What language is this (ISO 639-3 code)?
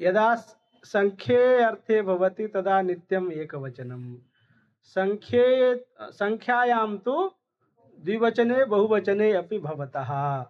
san